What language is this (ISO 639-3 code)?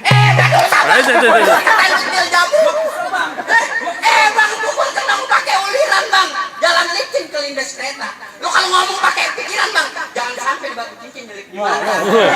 bew